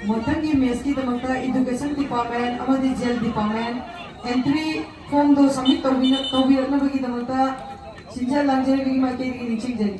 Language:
Manipuri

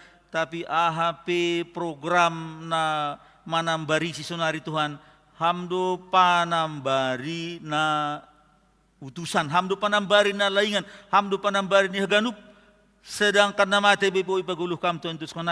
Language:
Batak Simalungun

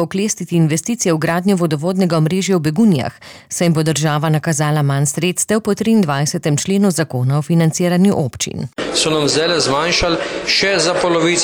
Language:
Slovenian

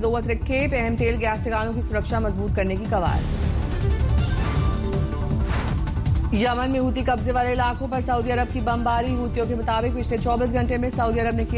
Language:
Hindi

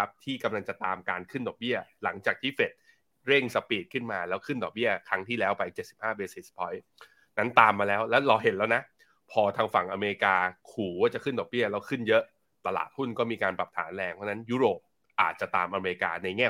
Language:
Thai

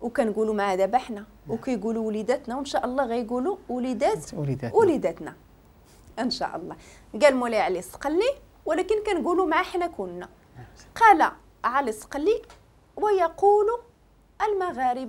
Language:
Moroccan Arabic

